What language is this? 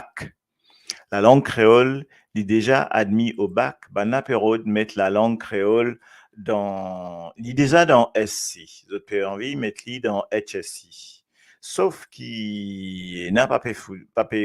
Morisyen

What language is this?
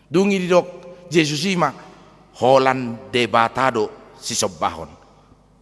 Batak Toba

